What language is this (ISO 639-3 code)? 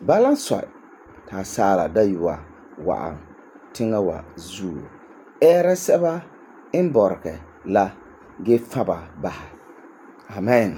gur